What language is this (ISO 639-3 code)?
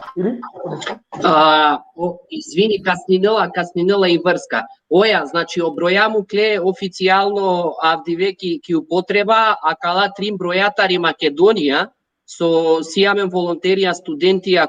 rmn